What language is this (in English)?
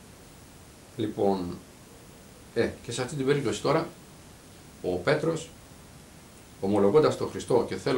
Greek